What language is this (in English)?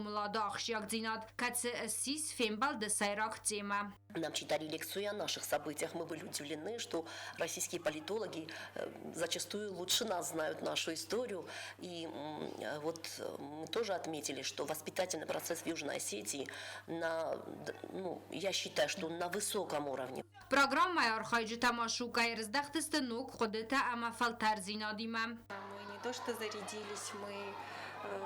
Ossetic